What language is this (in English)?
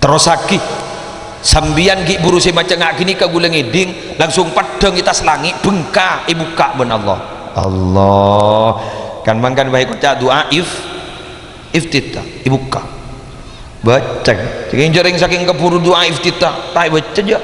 Madurese